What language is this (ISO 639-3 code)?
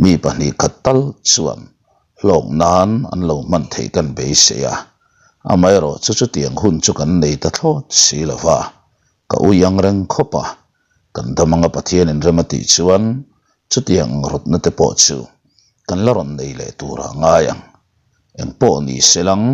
lus